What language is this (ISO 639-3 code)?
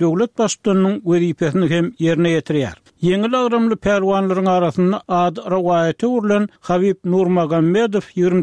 tuk